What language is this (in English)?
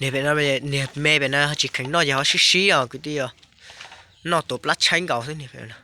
Hmong